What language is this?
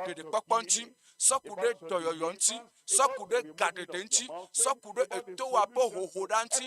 Ewe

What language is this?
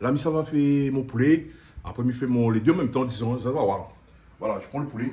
Réunion Creole French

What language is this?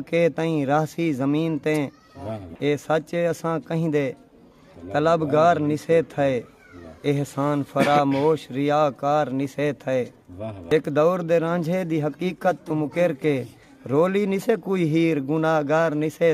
Saraiki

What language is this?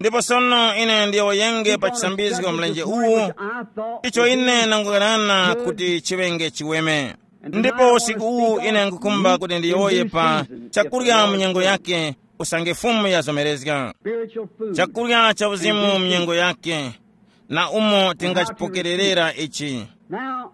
Tumbuka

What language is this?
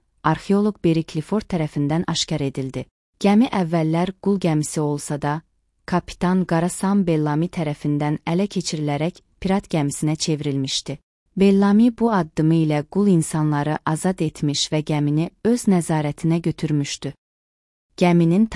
Azerbaijani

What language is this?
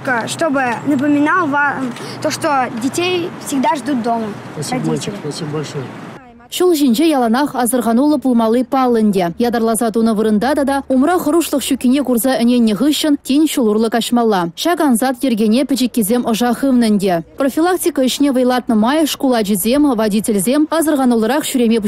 Chuvash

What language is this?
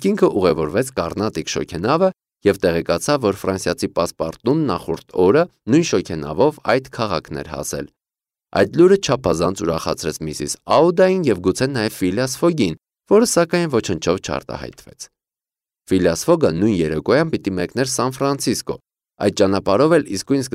Armenian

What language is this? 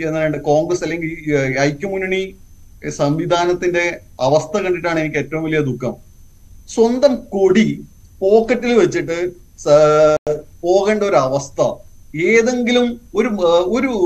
Malayalam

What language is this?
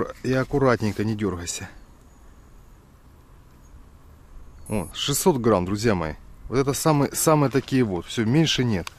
Russian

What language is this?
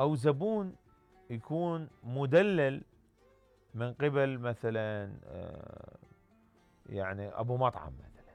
Mesopotamian Arabic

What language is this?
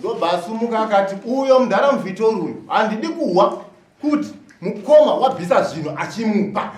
Shona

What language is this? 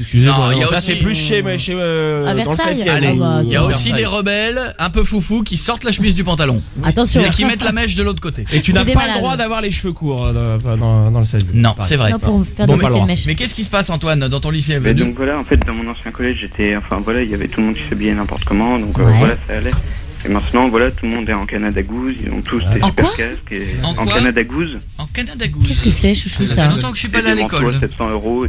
French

